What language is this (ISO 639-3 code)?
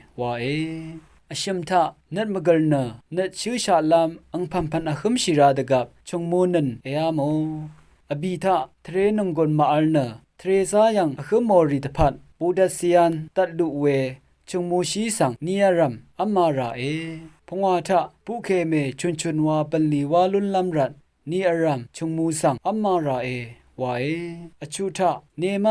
raw